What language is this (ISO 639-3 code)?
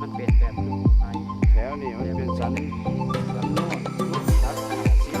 lao